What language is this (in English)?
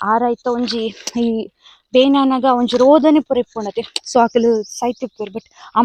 Tulu